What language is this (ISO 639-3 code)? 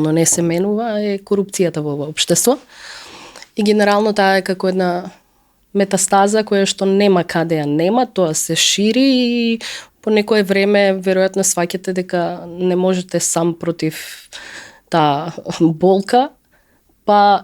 mkd